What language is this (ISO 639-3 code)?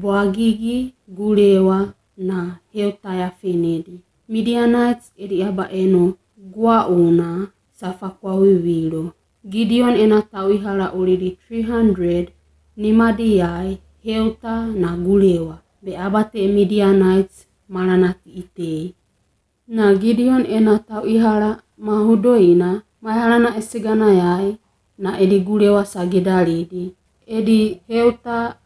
wgb